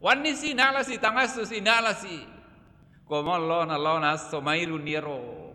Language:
Buginese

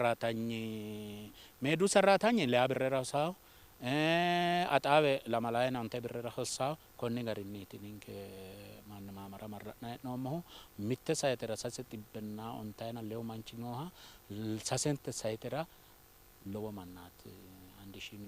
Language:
Sidamo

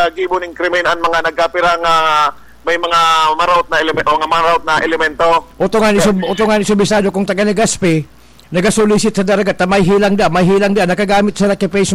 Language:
Bikol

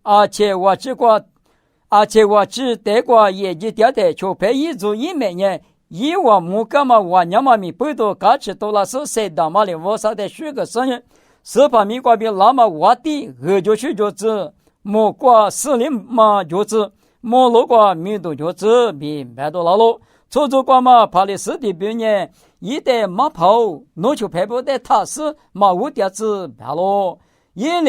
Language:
Lisu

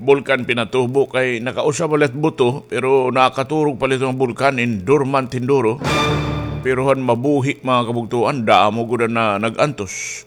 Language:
Waray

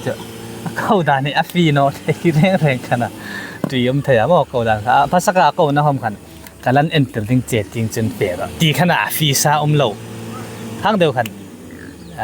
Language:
Hmar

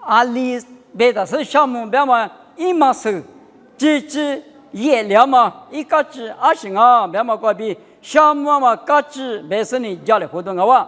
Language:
Lisu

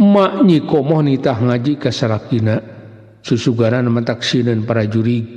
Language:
Sundanese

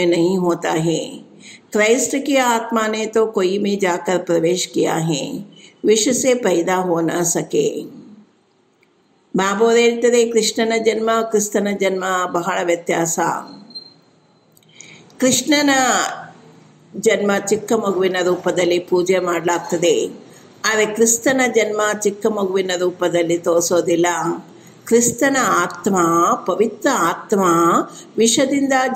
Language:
Kannada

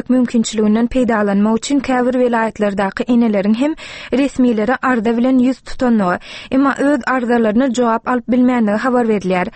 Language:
Turkmen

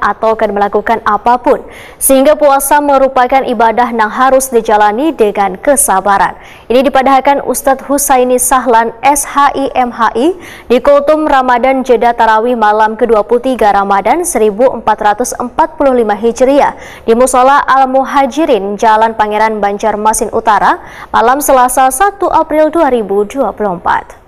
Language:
Banjar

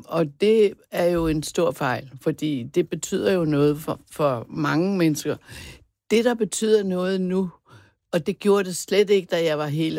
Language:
Danish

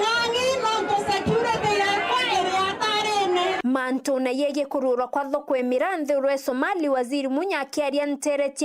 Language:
Meru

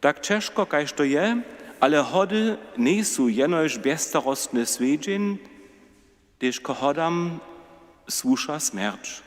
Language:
Upper Sorbian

